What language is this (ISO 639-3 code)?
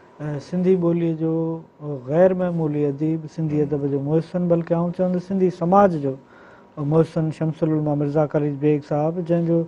snd